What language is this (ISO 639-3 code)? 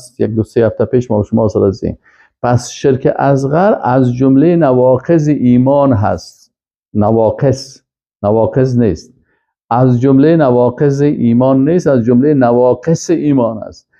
fas